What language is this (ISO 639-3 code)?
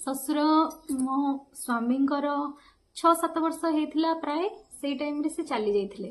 ori